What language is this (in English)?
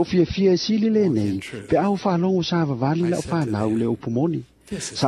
Samoan